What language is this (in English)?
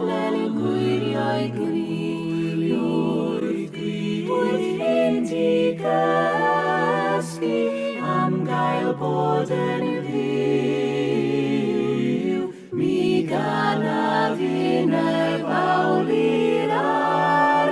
Welsh